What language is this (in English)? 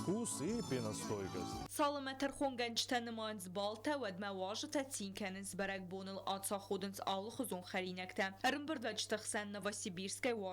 Ossetic